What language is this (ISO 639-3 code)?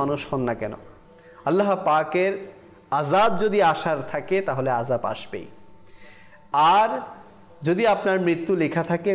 ben